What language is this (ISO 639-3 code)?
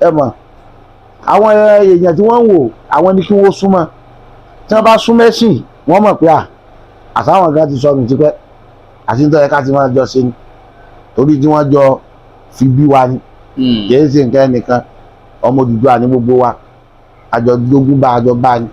yor